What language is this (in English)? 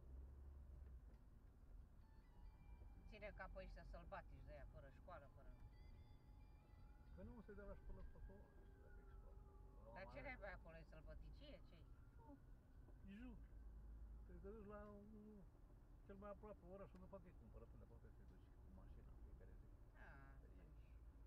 Romanian